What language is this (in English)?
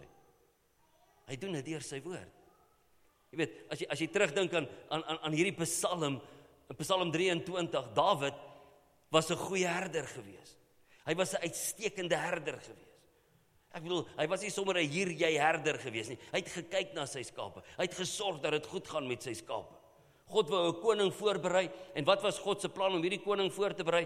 Afrikaans